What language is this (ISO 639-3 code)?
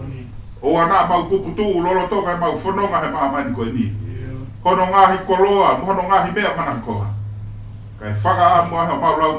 ton